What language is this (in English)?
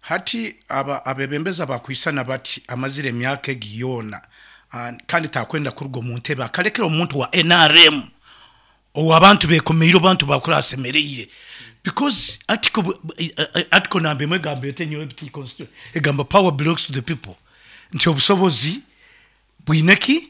Nyankole